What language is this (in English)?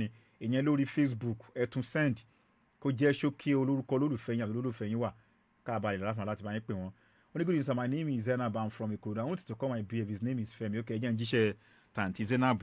Yoruba